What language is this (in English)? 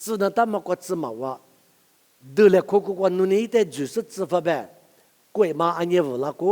Lisu